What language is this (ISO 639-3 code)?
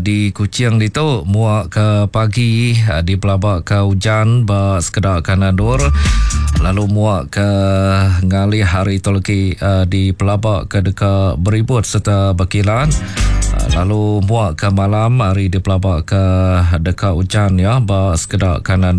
iba